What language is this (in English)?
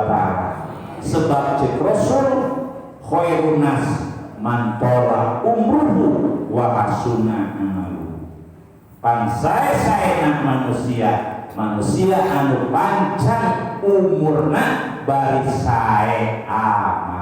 Sundanese